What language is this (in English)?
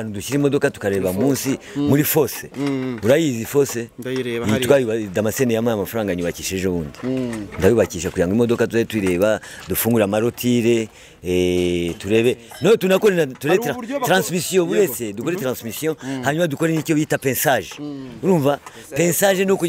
Kinyarwanda